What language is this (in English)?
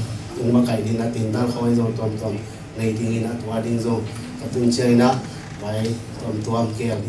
Tedim Chin